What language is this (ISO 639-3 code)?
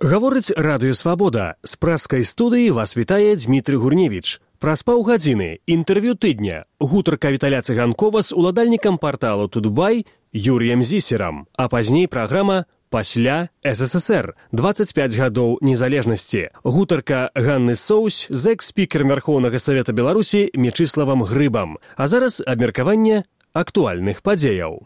bel